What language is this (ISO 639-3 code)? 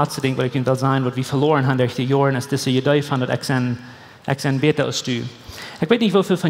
pdt